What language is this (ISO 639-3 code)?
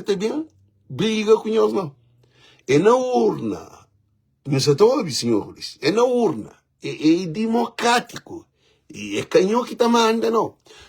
kea